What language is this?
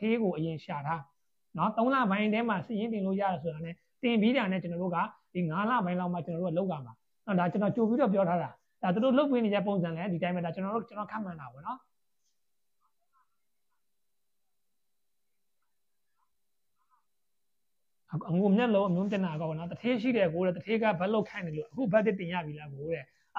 Burmese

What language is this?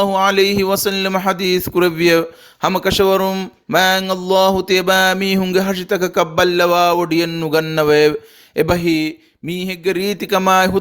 Divehi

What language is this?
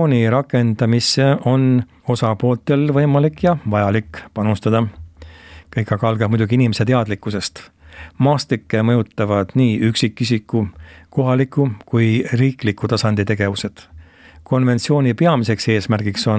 Estonian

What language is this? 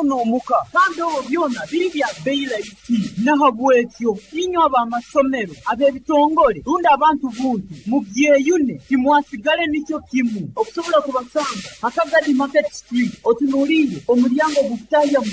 Nyoro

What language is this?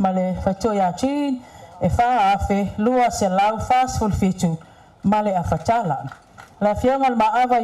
Samoan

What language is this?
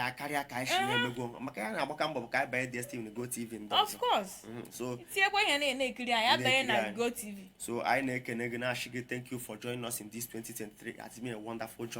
Igbo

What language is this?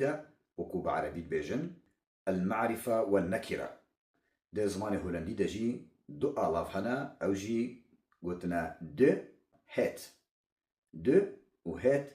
Kurdish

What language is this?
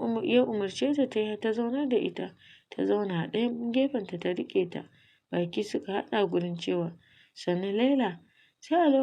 Hausa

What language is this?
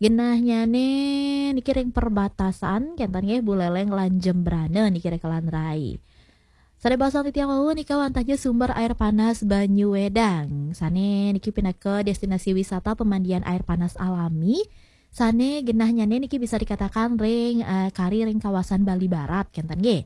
Balinese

